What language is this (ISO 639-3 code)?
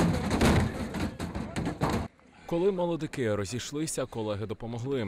ukr